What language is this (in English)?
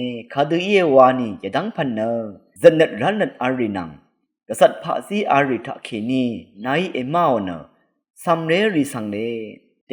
Rawang